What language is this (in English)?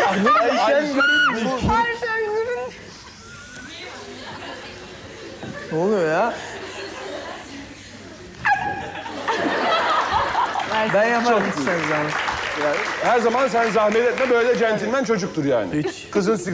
Turkish